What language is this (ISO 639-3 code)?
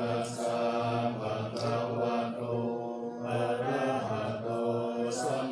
pli